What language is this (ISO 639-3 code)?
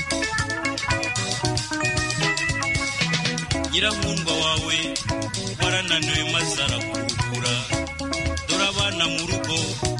kin